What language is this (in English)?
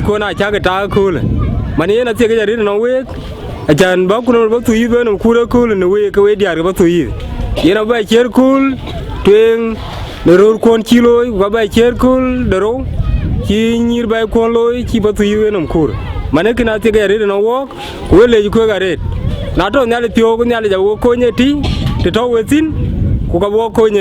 Dinka